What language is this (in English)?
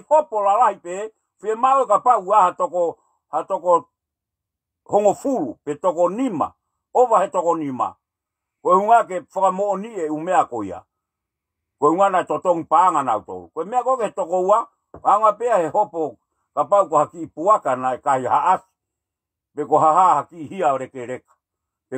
Tongan